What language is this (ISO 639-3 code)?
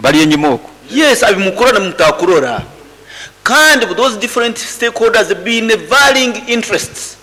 nyo